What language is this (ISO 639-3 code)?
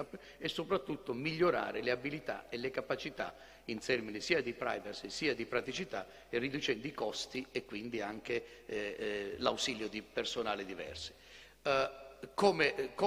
ita